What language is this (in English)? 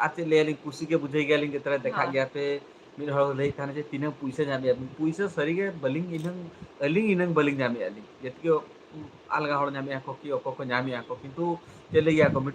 Santali